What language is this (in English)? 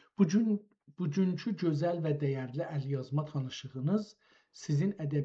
South Azerbaijani